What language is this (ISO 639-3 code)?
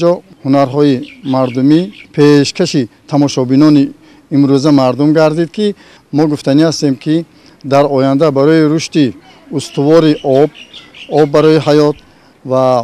tgk